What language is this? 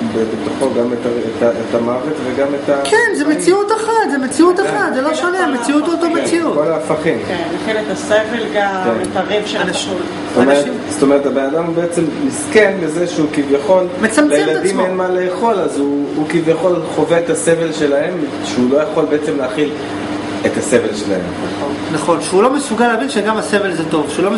Hebrew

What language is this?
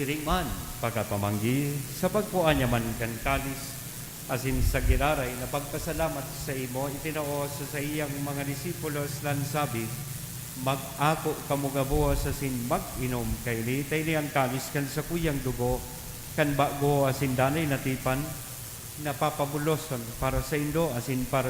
Bikol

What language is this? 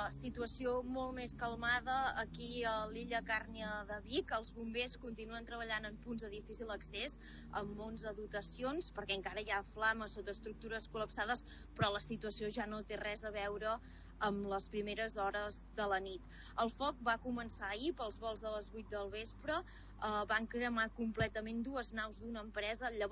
Catalan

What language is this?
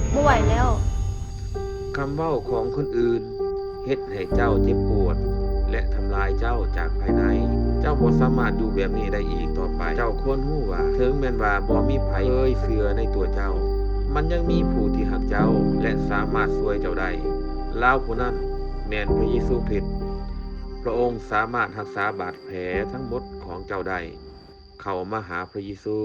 Lao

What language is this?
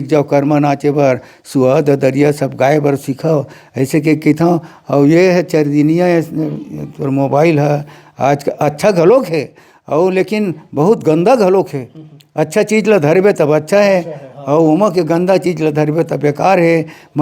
Chhattisgarhi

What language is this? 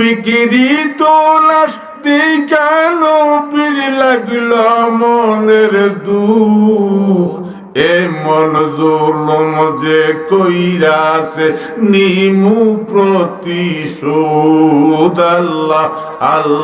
Sylheti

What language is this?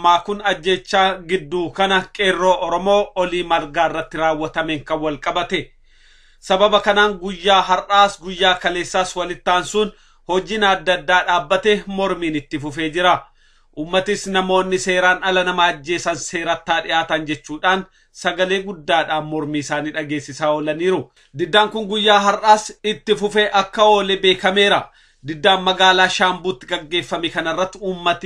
Oromo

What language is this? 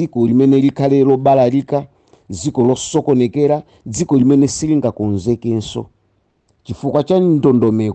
Nyanja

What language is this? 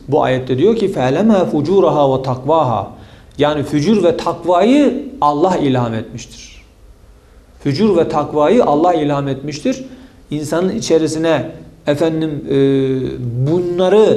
Turkish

